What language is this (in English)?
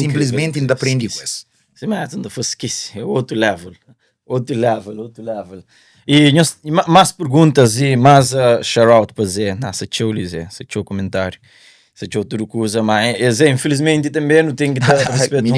Kabuverdianu